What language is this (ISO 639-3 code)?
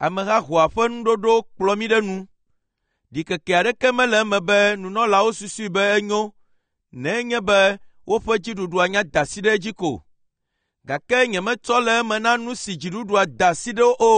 ewe